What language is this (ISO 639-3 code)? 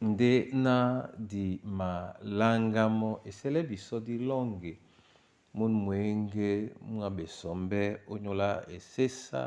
dua